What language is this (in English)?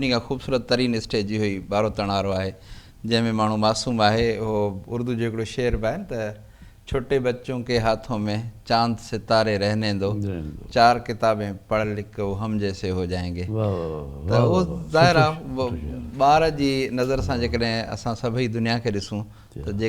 Sindhi